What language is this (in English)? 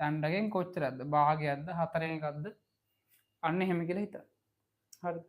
Sinhala